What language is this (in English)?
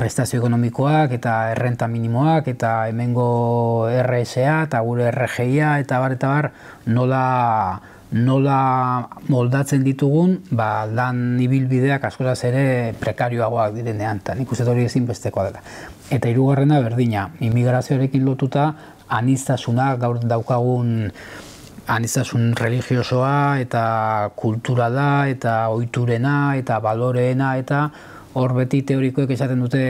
Basque